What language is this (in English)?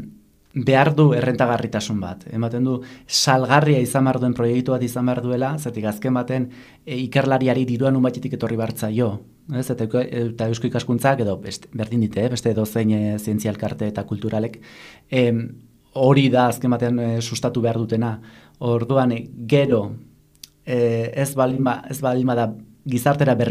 Basque